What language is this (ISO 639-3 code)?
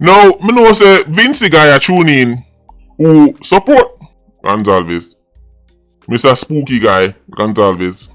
jam